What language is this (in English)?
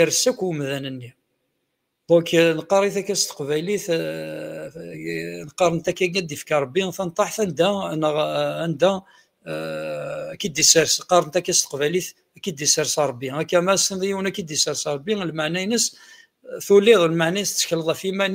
Kabyle